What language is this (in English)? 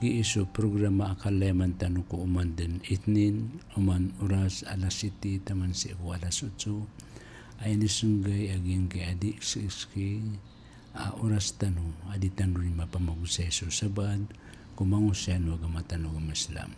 Maranao